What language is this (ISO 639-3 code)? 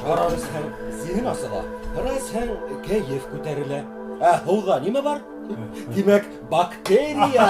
bak